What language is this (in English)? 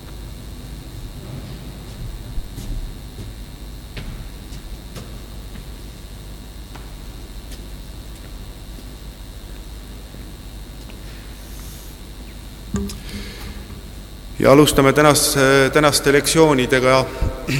Estonian